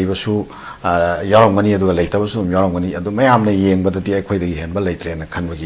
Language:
Manipuri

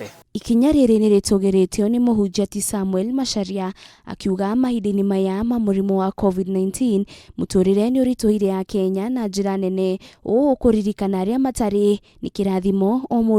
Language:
Kikuyu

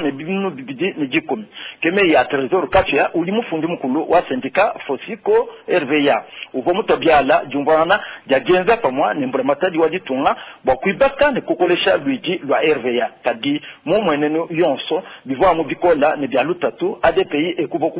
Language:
Luba-Lulua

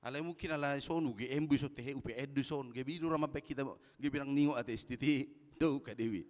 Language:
Batak Toba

